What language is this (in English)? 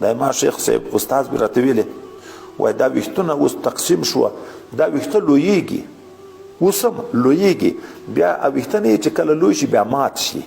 Pashto